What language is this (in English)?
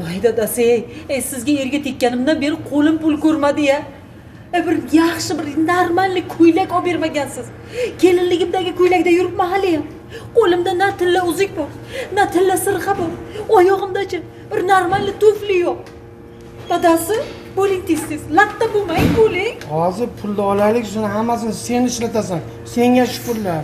Uzbek